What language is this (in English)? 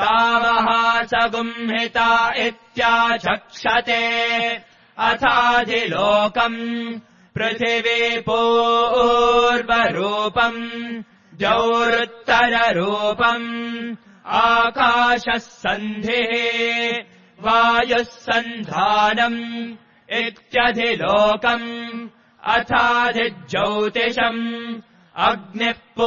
Sanskrit